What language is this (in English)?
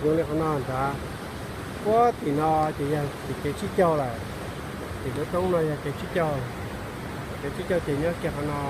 Hmong